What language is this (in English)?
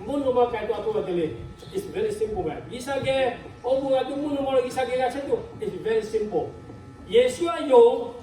Lahu